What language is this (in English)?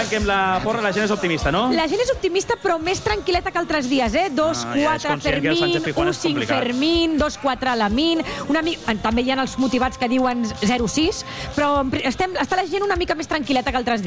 Catalan